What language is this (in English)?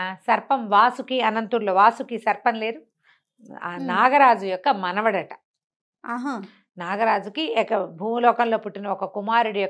Telugu